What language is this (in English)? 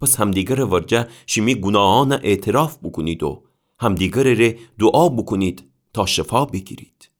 Gilaki